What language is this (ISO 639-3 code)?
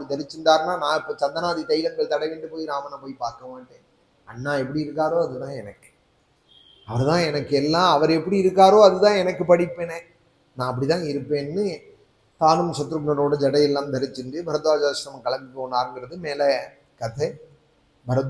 tam